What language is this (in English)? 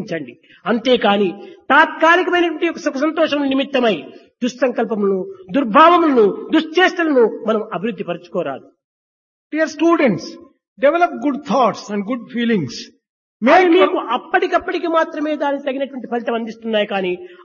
Telugu